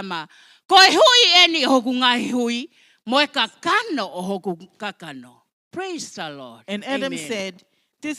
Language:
Tongan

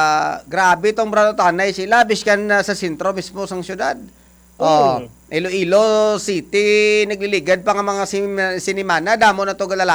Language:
Hiligaynon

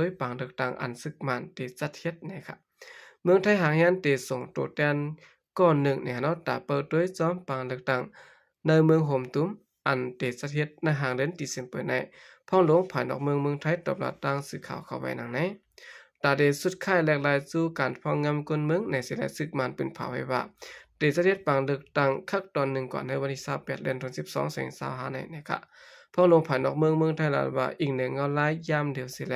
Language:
Shan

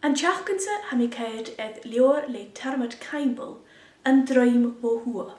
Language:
Scottish Gaelic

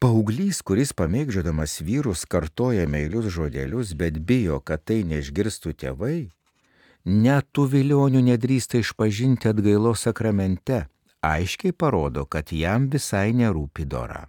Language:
Lithuanian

